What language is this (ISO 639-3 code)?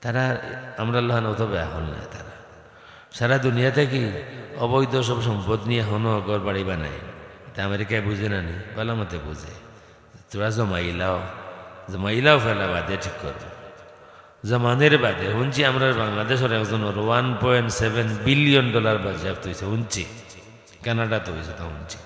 syl